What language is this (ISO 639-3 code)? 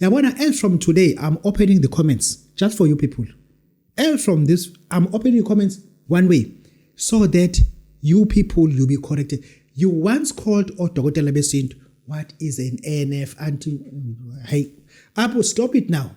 zul